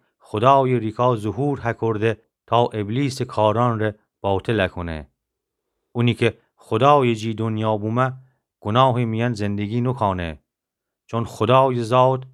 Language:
Gilaki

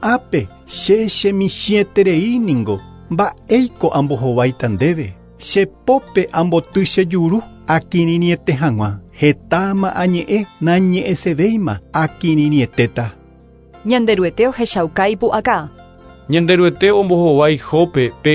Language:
Guarani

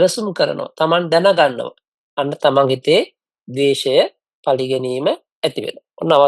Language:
Sinhala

